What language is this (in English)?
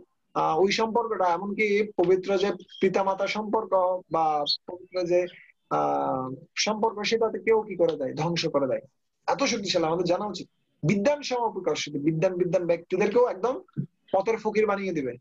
Bangla